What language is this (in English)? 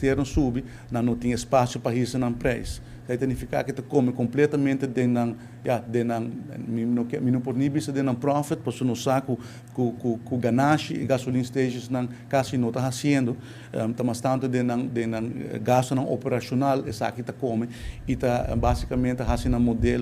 Papiamento